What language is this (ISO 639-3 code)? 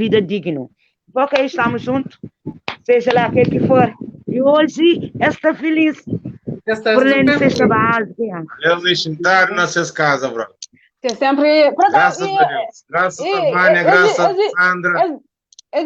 kea